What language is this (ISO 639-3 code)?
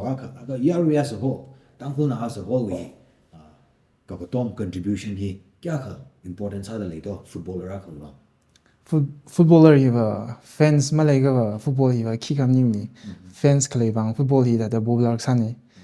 nmf